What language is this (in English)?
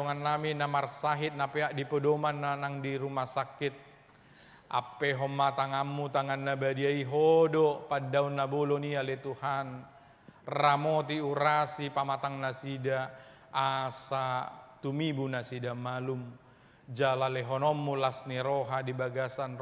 Batak Toba